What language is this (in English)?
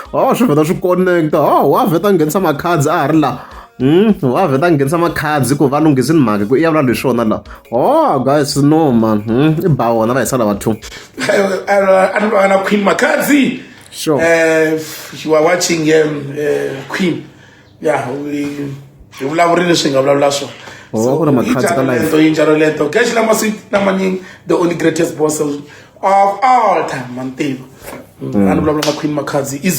Tsonga